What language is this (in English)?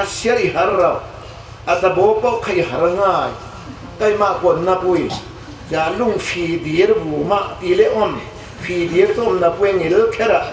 Falam Chin